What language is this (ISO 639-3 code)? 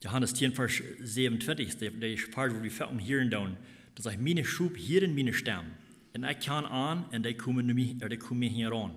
pdt